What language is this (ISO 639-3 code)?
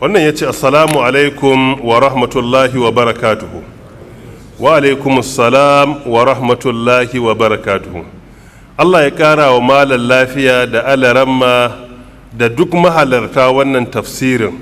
hau